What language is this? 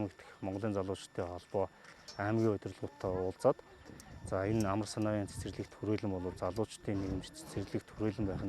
Mongolian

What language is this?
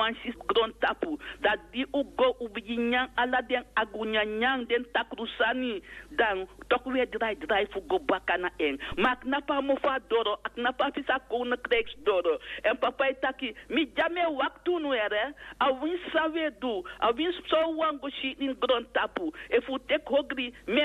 Sranan Tongo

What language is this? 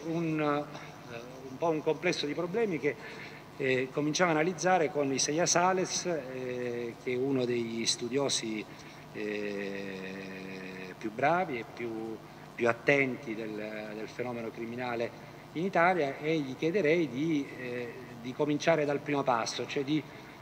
Italian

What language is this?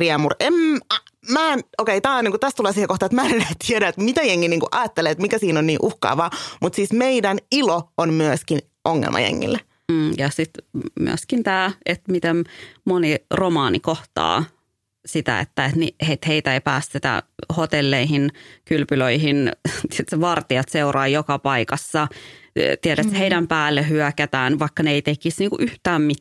Finnish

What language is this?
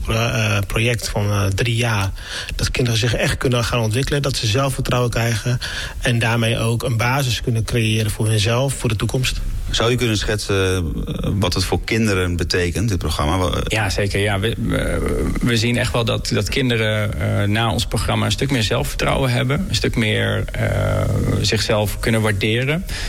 Dutch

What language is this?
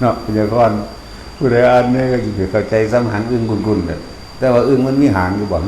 Northeastern Thai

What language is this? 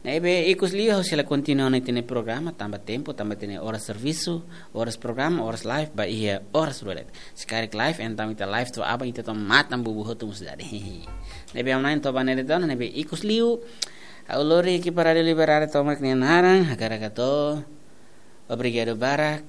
Tetum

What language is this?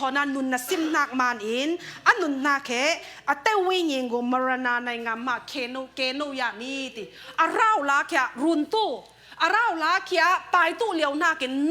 Falam Chin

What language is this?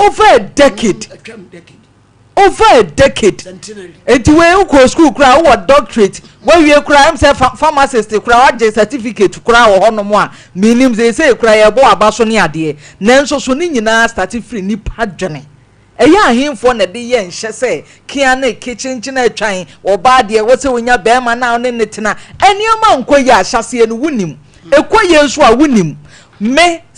Akan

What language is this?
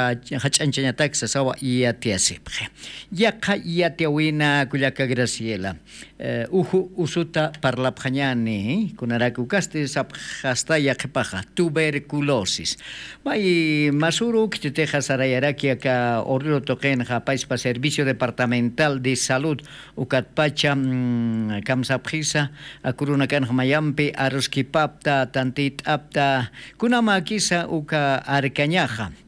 Aymara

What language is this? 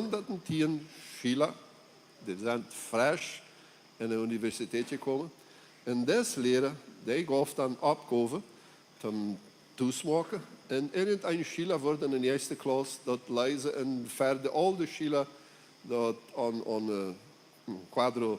Plautdietsch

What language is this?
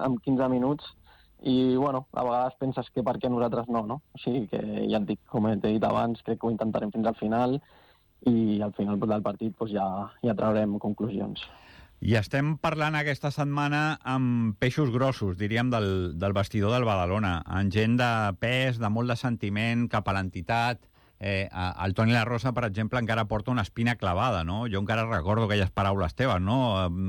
Catalan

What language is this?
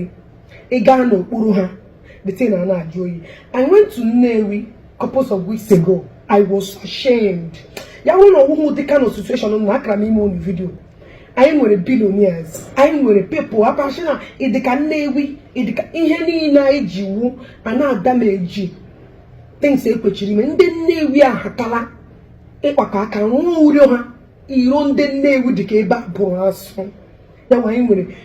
Igbo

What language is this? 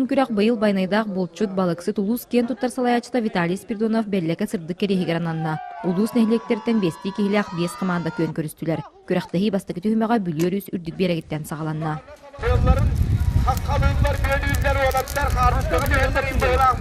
Yakut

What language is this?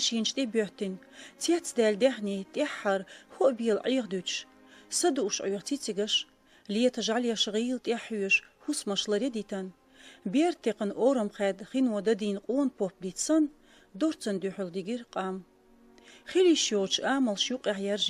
Chechen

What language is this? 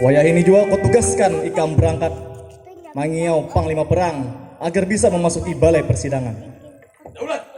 Banjar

